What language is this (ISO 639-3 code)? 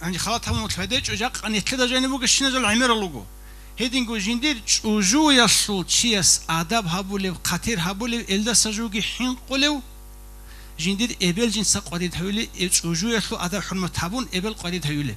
ava